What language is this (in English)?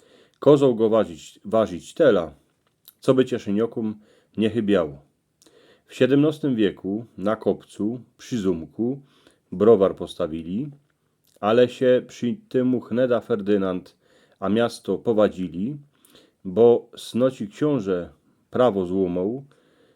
Silesian